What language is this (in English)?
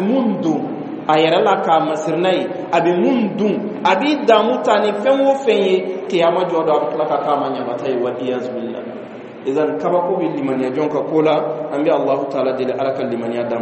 Bambara